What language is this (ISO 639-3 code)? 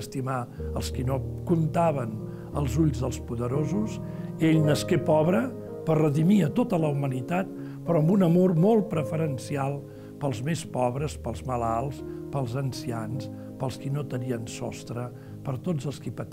cat